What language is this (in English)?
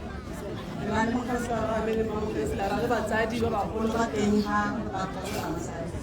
Tswana